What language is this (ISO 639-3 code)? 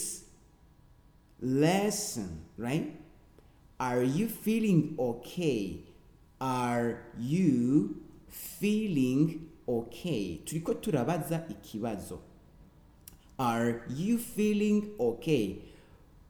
run